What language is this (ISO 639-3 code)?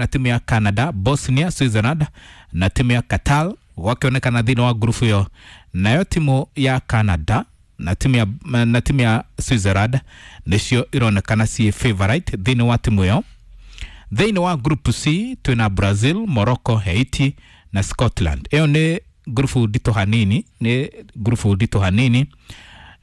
kik